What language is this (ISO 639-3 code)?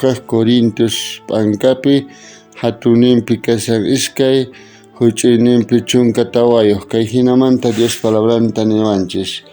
quh